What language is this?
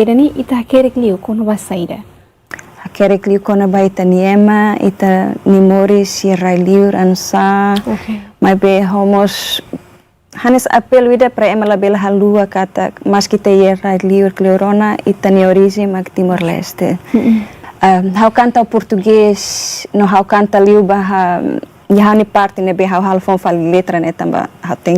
Tetum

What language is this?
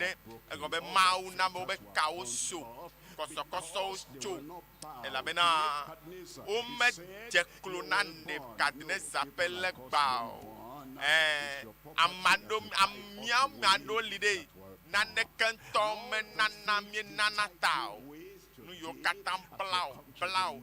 Ewe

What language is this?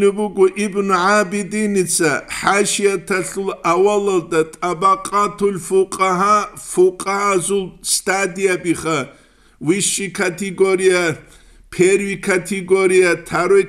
Avaric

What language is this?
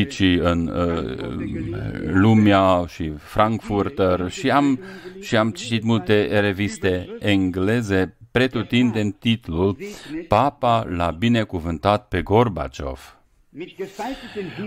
Romanian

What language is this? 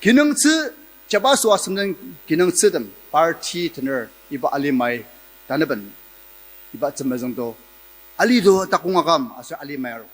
Ao Naga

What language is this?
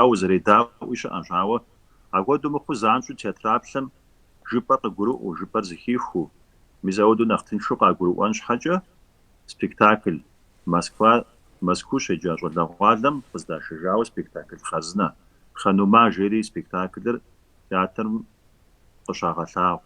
Kabardian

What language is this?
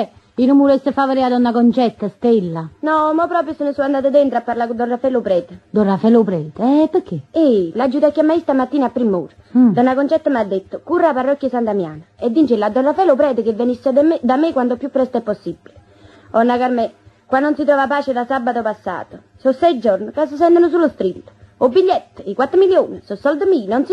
Italian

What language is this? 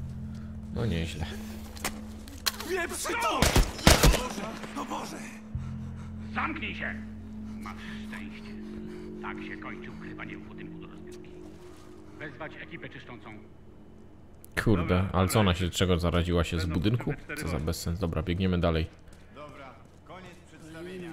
Polish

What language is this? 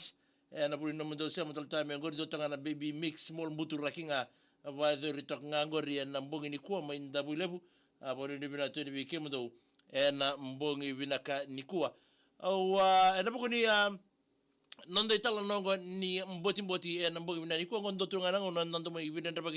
Fijian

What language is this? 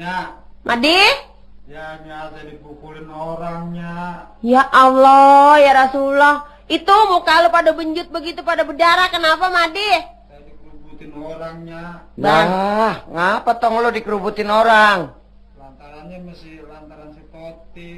Betawi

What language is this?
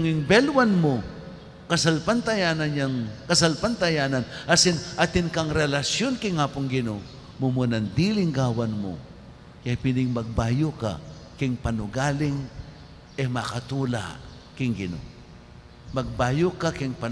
Pampanga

